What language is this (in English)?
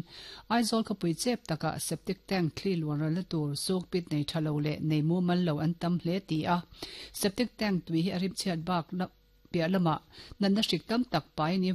Mizo